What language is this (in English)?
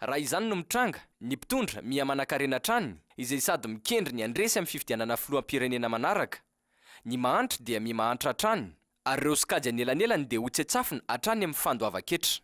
Malagasy